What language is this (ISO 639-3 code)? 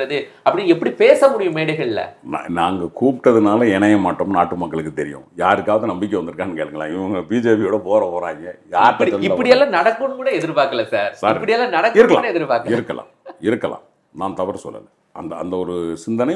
tam